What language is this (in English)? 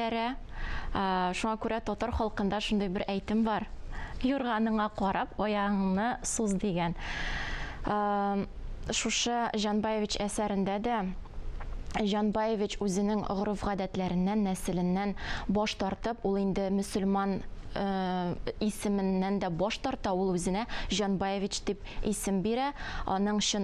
Tatar